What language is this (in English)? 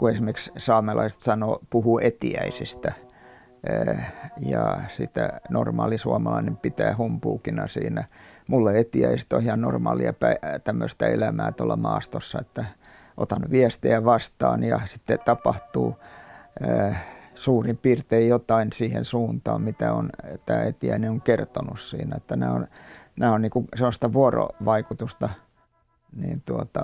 Finnish